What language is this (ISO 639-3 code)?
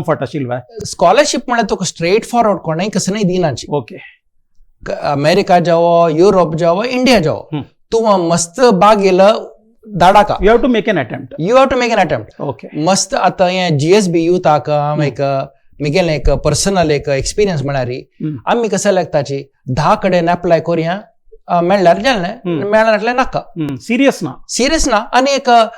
kok